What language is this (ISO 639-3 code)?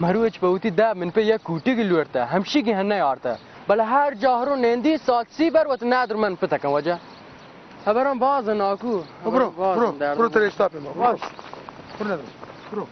bal